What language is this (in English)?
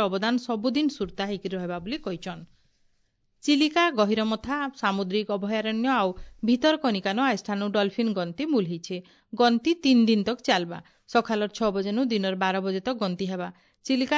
Odia